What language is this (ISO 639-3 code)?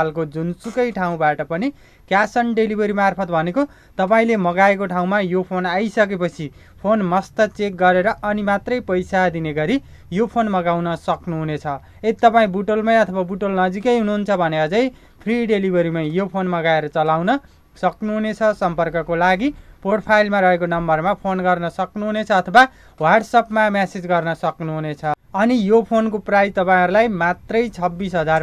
nep